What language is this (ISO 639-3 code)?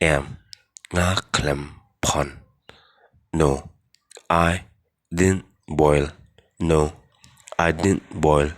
kha